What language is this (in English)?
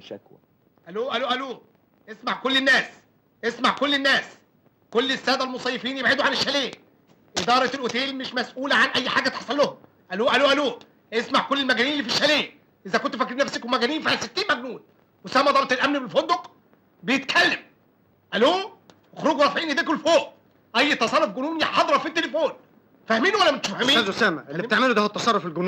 Egyptian Arabic